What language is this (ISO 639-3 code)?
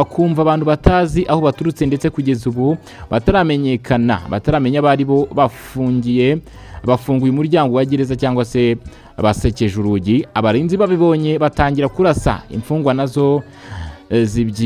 kin